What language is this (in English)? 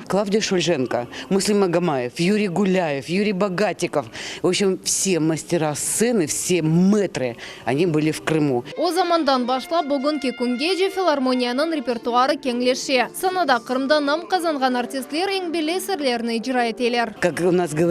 Crimean Tatar